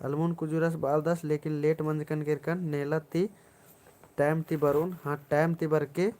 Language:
Kurukh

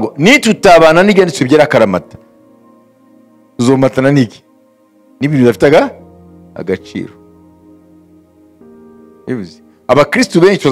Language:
Kinyarwanda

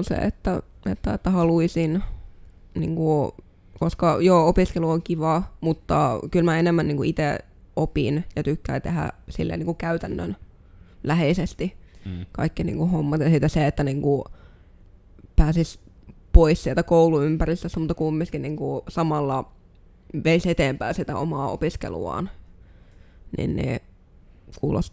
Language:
Finnish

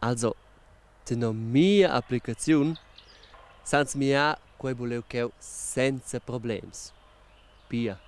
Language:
Romansh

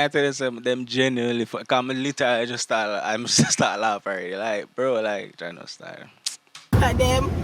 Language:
Jamaican Creole English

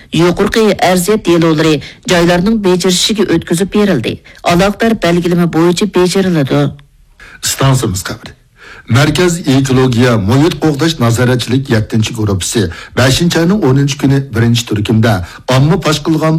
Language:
Uyghur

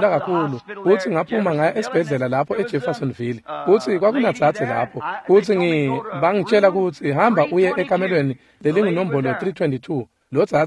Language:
Swati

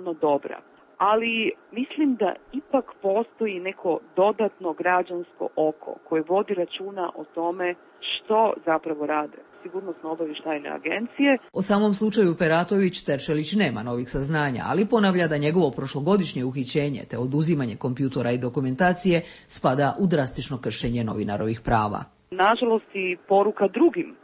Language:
Croatian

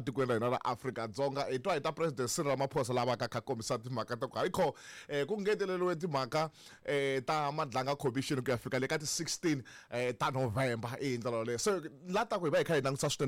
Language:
Tsonga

